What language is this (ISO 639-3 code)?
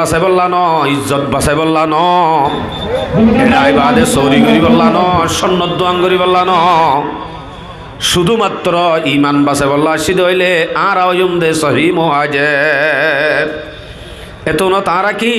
rhg